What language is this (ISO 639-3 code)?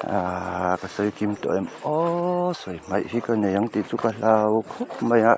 lus